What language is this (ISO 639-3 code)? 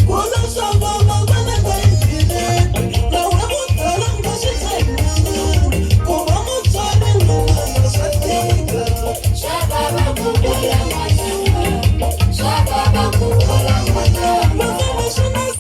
tso